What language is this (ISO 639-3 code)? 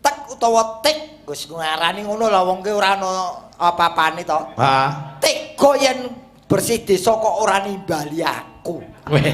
jav